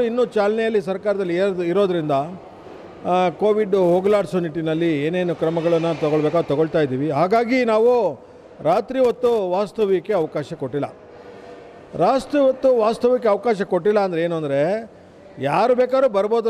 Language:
Kannada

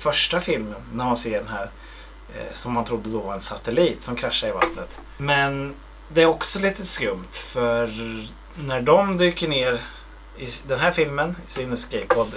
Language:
Swedish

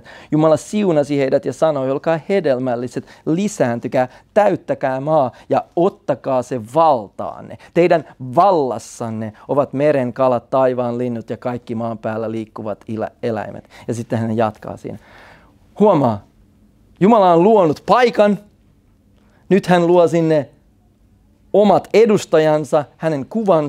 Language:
Finnish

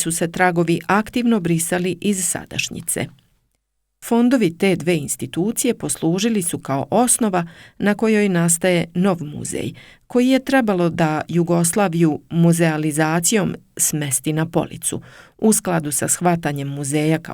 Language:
Serbian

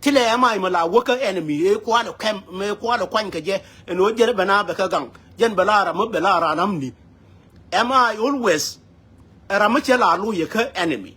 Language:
Nuer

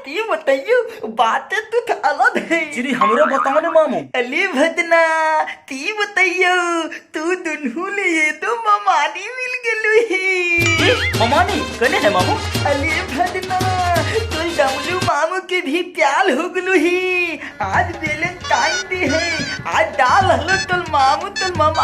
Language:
Magahi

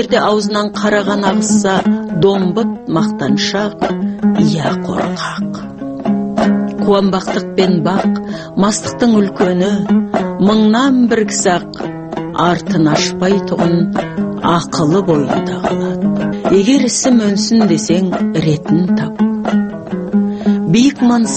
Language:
Kazakh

